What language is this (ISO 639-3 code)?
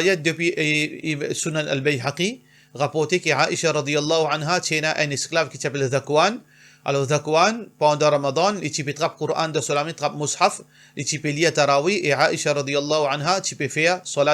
mfe